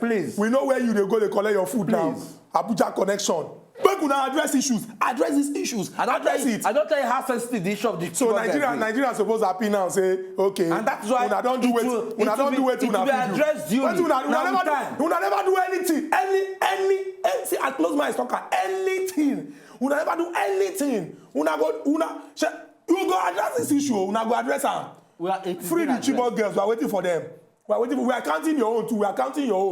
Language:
Nigerian Pidgin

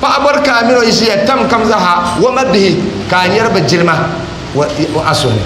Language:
Dagbani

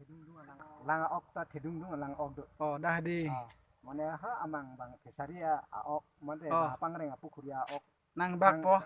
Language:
Karbi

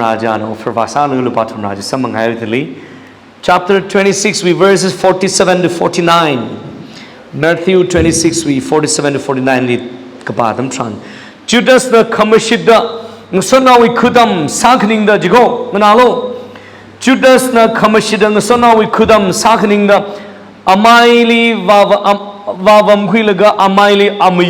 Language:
Tangkhul Naga (India)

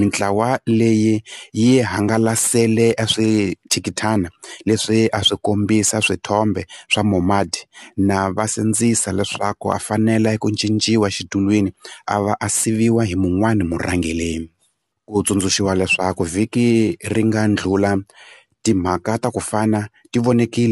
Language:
Tsonga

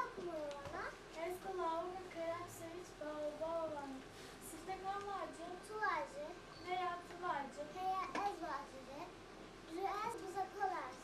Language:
Zaza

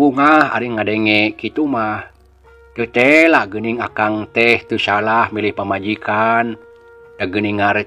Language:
Sundanese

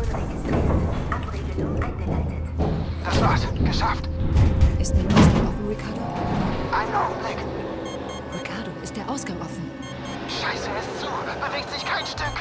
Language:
Bavarian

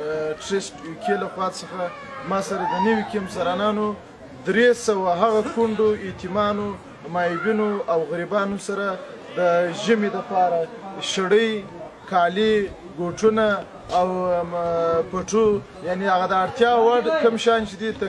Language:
Pashto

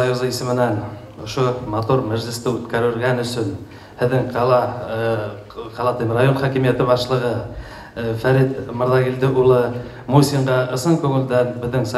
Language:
Bashkir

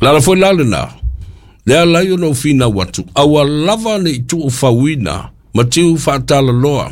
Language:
Samoan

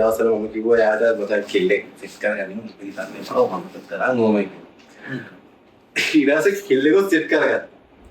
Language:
Sinhala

